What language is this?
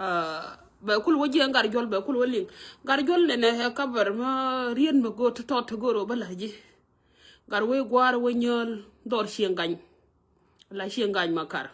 Nuer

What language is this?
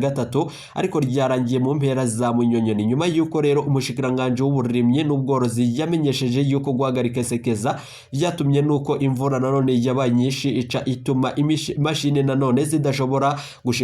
Rundi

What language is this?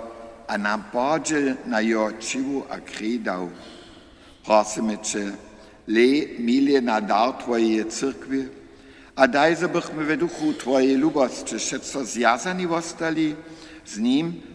Upper Sorbian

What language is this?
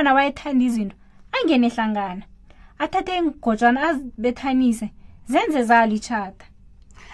South Ndebele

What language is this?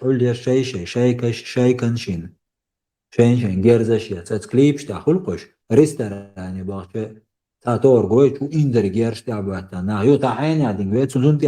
Chechen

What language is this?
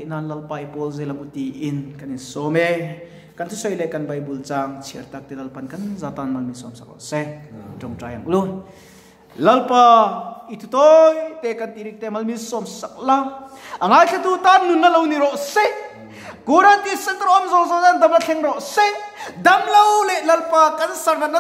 Mizo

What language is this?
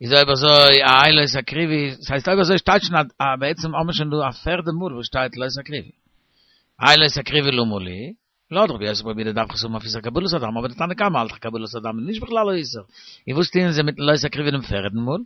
Yiddish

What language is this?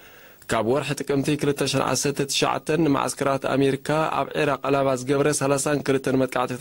Tigrinya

